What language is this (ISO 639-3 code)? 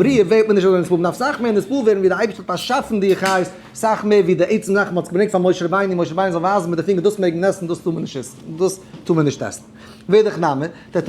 yid